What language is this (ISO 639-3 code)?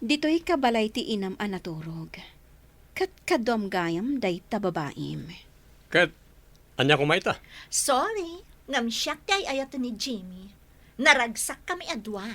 ilo